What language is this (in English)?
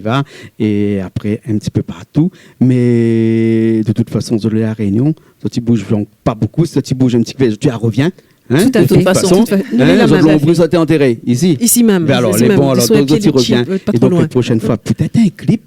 Réunion Creole French